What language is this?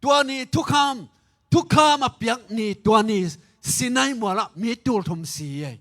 Tedim Chin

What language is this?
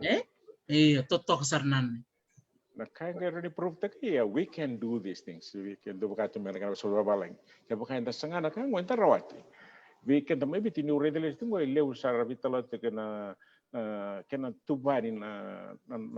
Fijian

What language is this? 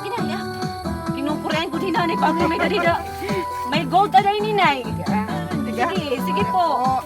Waray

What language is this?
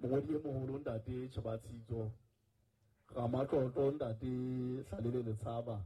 Southern Sotho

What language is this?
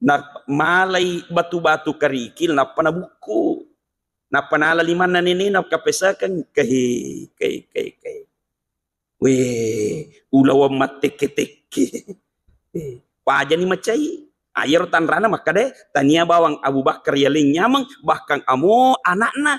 Buginese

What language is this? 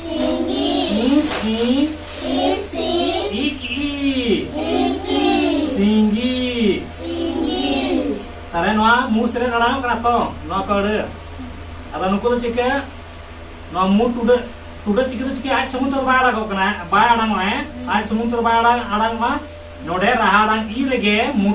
Santali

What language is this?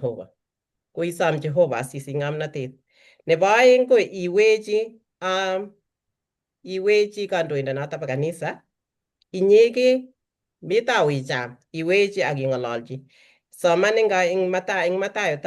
Kalenjin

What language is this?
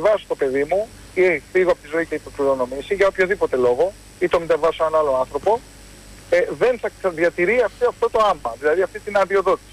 Greek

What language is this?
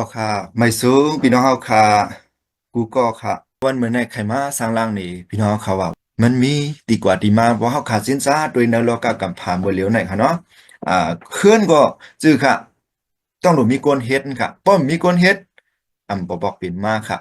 Shan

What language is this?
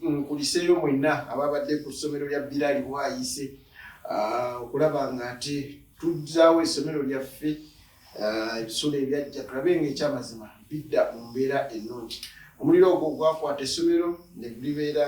Ganda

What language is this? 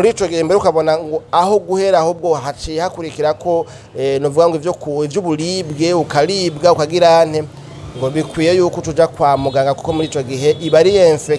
Rundi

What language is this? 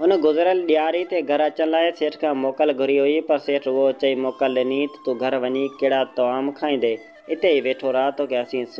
Sindhi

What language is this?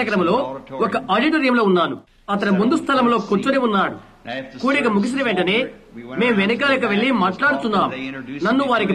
Telugu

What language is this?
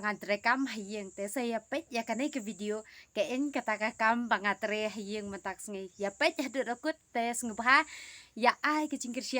Khasi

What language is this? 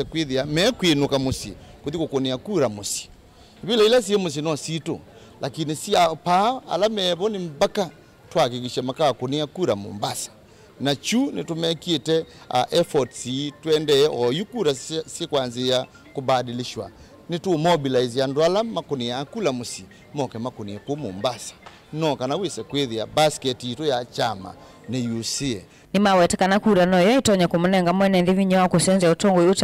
Kamba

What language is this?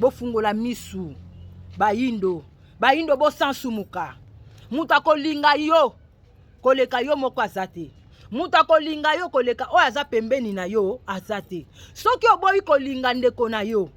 Lingala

